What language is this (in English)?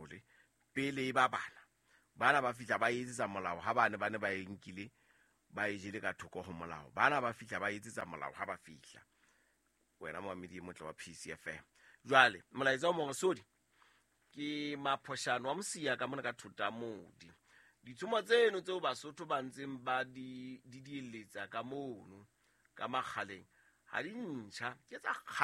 Southern Sotho